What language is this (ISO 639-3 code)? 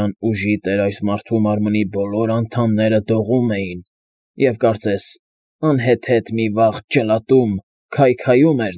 hye